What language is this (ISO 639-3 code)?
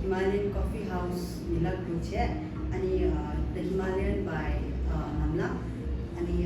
bod